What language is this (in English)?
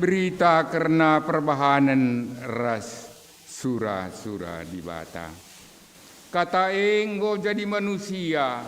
Batak Karo